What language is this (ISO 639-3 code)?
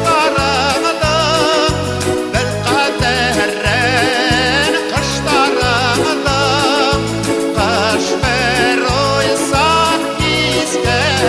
bak